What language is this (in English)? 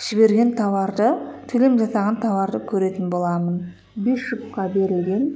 Kazakh